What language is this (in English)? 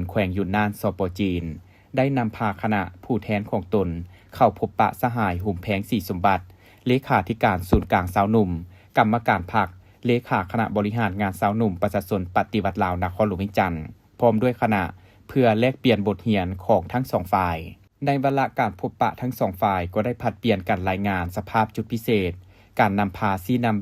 Lao